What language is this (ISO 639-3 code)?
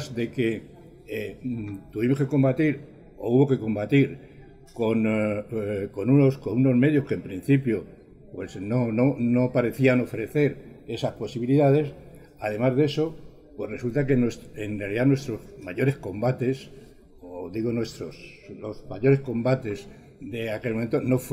spa